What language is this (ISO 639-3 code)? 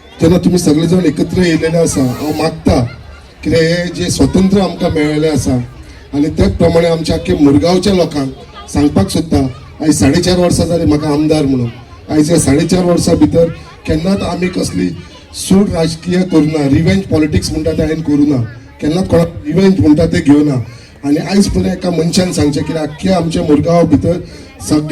kok